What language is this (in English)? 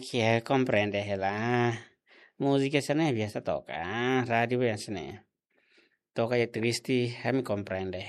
Tetum